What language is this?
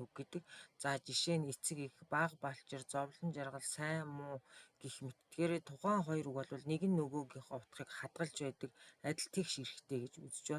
Mongolian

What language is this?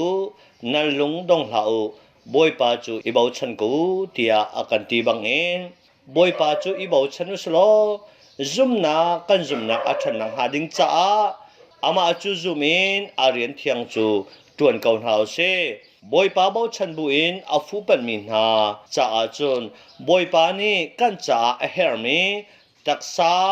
Hakha Chin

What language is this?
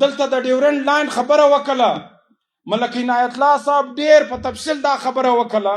Pashto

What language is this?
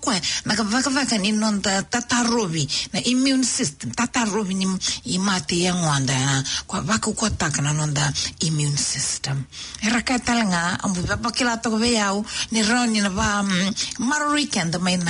Fijian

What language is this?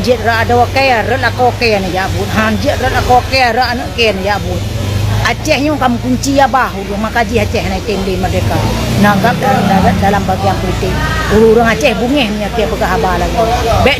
Achinese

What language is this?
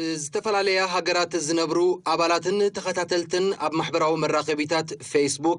Tigrinya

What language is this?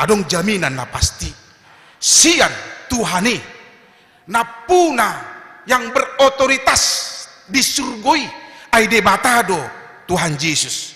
Batak Toba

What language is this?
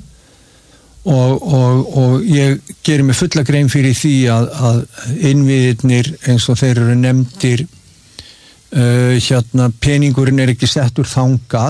Icelandic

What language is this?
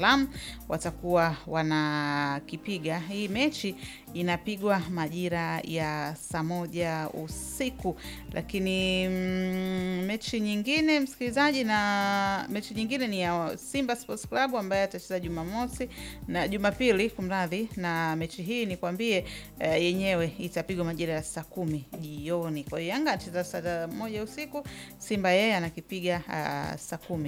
Swahili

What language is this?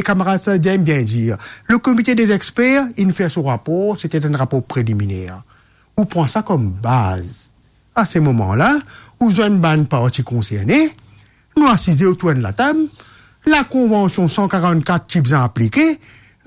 Morisyen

